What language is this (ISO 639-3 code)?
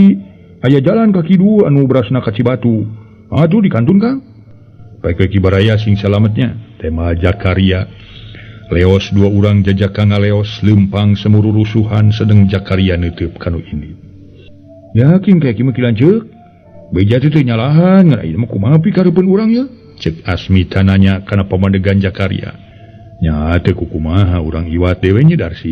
sun